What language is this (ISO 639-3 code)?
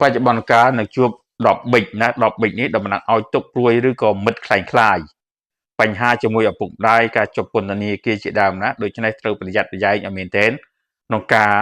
khm